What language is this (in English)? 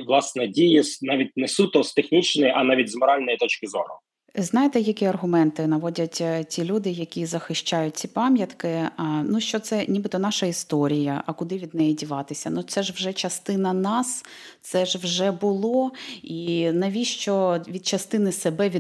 Ukrainian